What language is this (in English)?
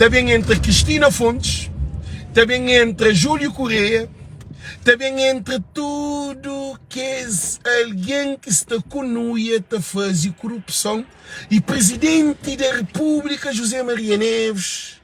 Kabuverdianu